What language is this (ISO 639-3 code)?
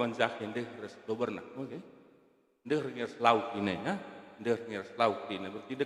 btx